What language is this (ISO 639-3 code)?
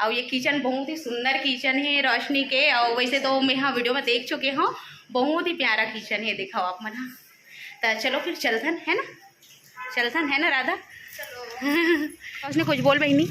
hne